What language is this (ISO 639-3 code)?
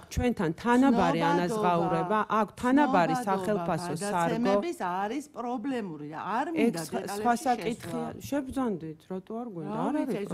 kat